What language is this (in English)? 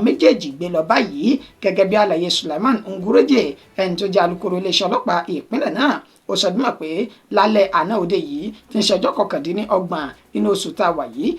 Yoruba